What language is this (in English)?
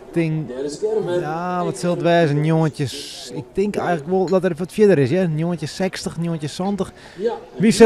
Western Frisian